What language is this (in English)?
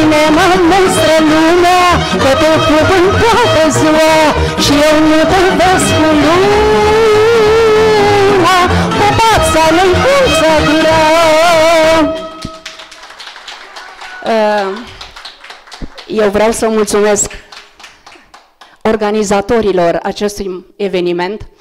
Romanian